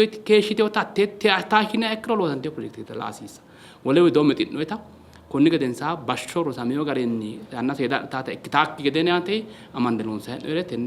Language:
Sidamo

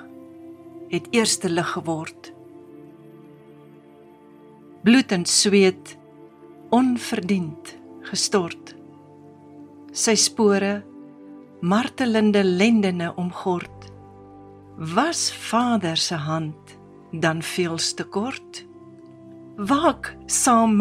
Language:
Afrikaans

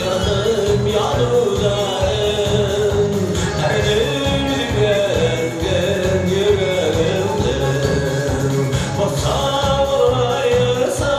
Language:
Bashkir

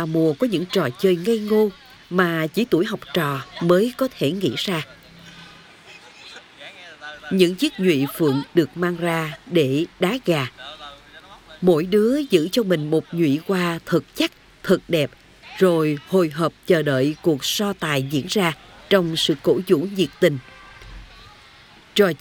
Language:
Vietnamese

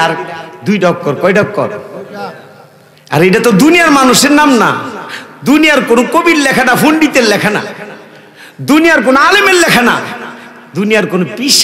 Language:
Bangla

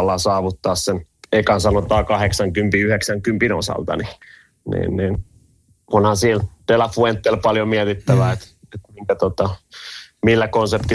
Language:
Finnish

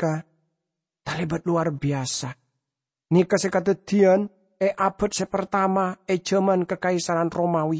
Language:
Madurese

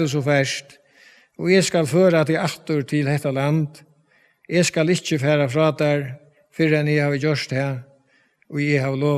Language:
Faroese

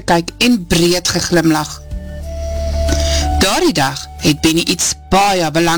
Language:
Afrikaans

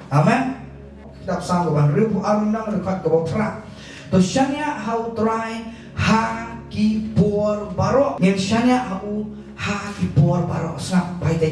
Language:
Khasi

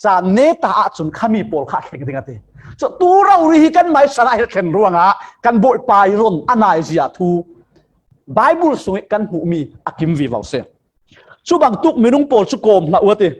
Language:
Falam Chin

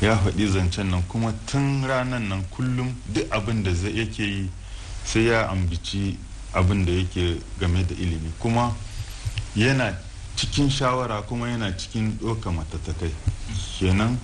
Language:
Hausa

